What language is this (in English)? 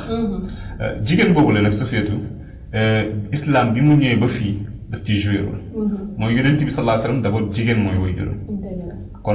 Wolof